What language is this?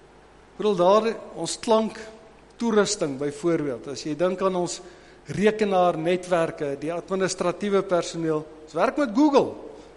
Afrikaans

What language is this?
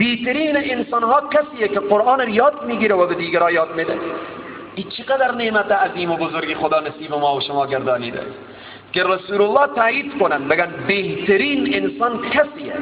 Tajik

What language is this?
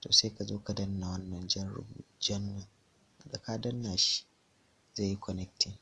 Hausa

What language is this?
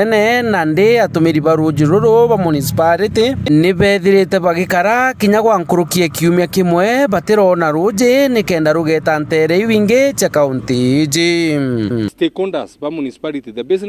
Meru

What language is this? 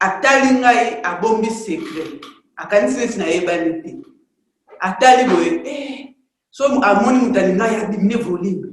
Lingala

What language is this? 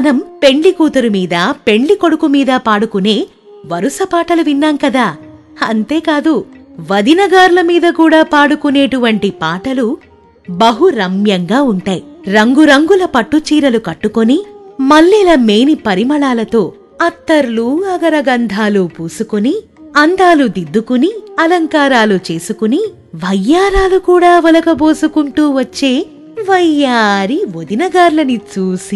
Telugu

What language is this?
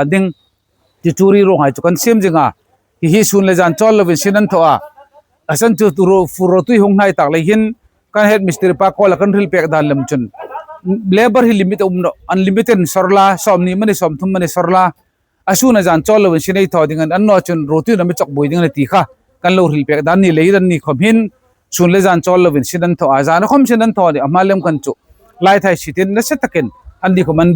Hmar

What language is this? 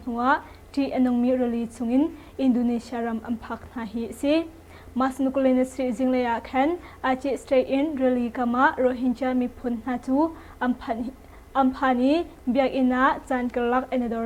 Hakha Chin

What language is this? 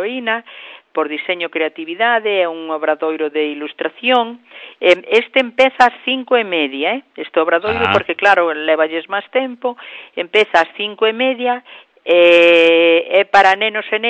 Galician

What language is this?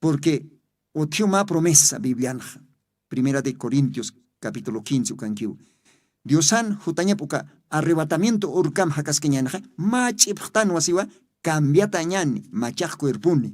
Aymara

